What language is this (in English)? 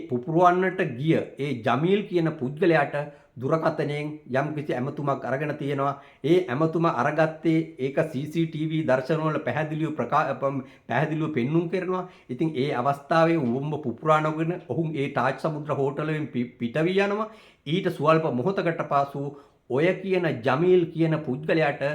Sinhala